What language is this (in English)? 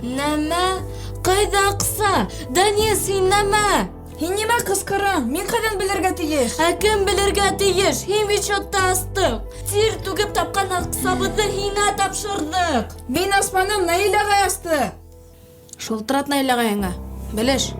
Bashkir